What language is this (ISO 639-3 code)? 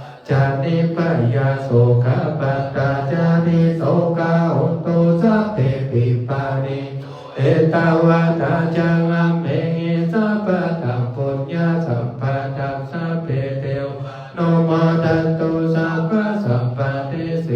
pli